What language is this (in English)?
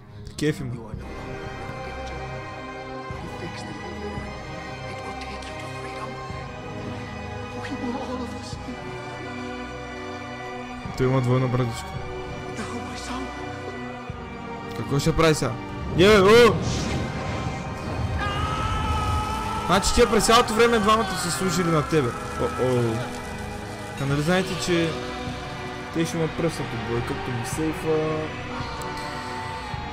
Bulgarian